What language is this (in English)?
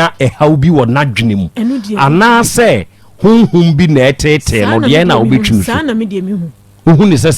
Akan